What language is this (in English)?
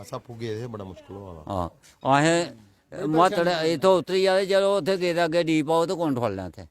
Dogri